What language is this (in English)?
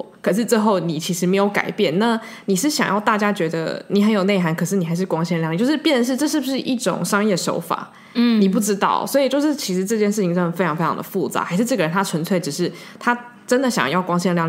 Chinese